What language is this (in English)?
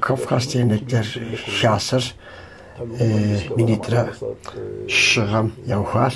Kabardian